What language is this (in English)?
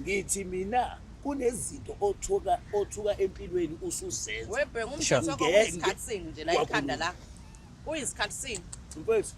Zulu